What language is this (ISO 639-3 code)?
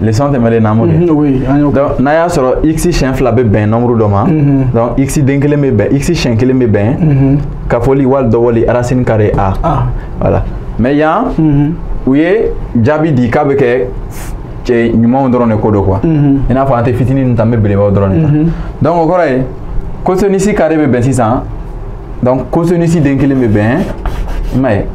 bam